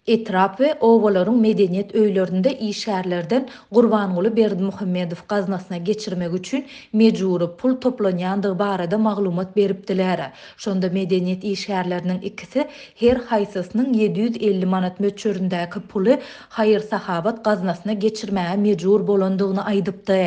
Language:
Turkmen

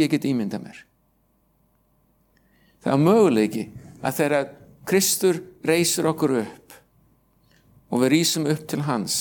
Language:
Icelandic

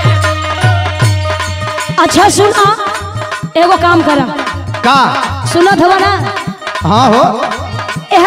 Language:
Bhojpuri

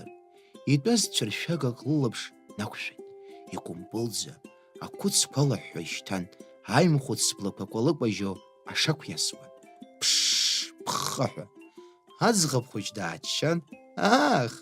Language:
Abkhazian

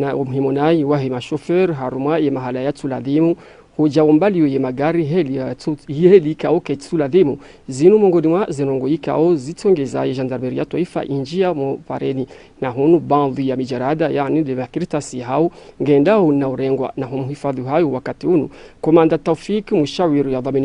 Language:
Ngazidja Comorian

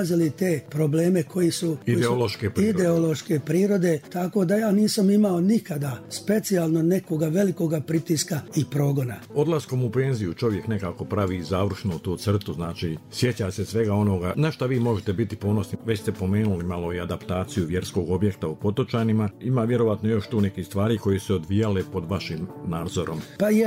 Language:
Bosnian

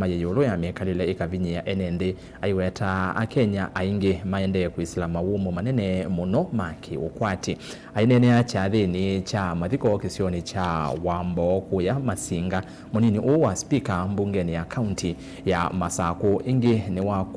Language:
Kamba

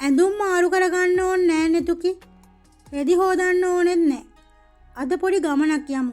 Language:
Sinhala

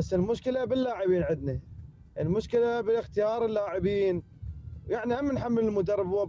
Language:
Mesopotamian Arabic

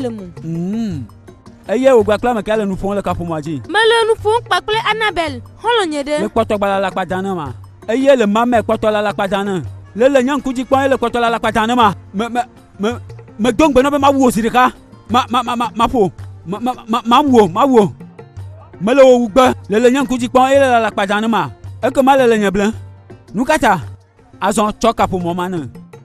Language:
Gen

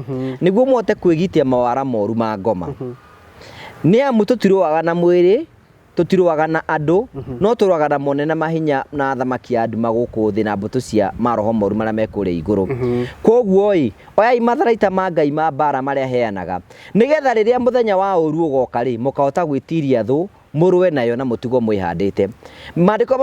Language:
Kikuyu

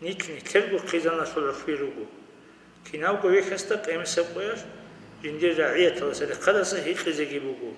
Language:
Avaric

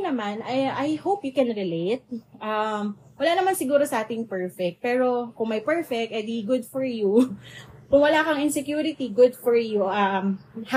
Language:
Filipino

